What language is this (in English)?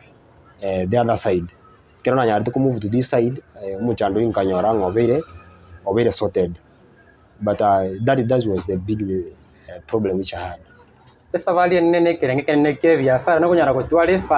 Gusii